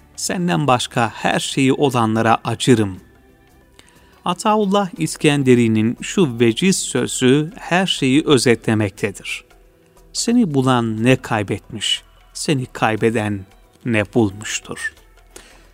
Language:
Turkish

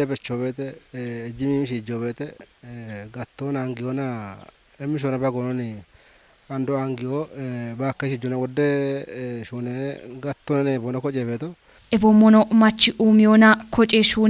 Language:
Kafa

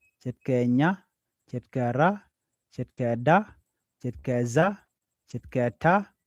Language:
Nuer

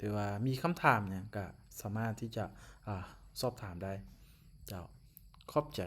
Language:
Lao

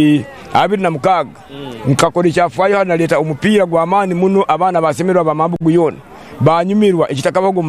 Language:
Nyankole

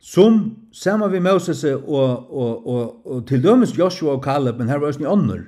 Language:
Faroese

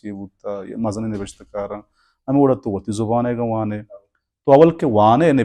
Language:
Baluchi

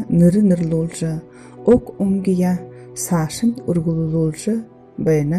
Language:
Buriat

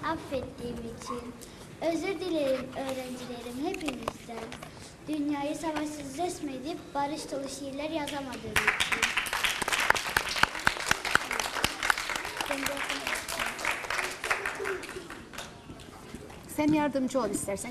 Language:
Turkish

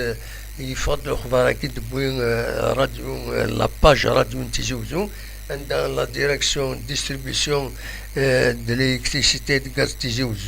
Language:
Kabyle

